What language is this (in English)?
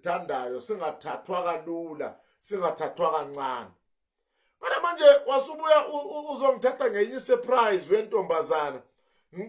Zulu